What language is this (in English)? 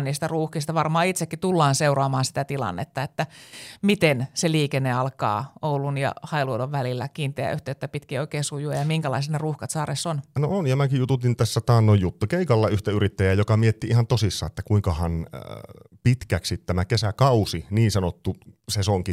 Finnish